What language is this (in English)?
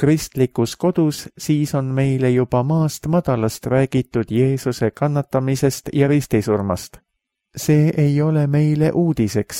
Estonian